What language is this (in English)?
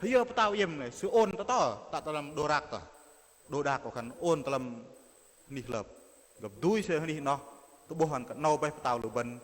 Bahnar